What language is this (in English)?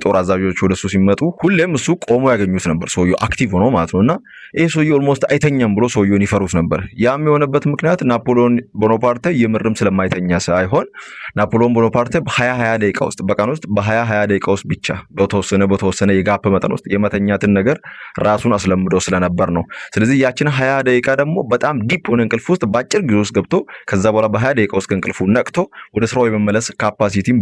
Amharic